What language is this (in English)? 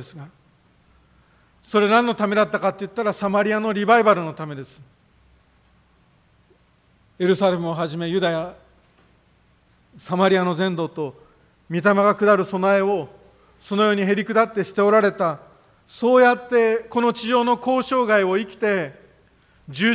Japanese